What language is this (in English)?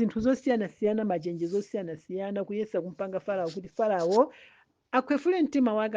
Nyanja